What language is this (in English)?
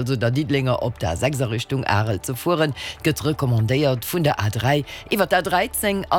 Luxembourgish